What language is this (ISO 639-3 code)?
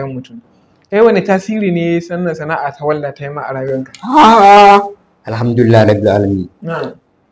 hau